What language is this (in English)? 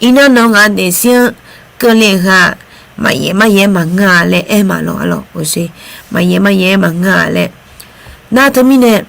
Akha